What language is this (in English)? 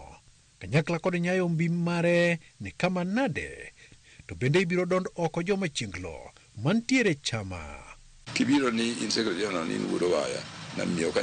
Luo (Kenya and Tanzania)